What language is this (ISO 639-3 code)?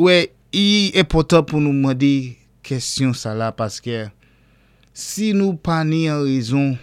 acf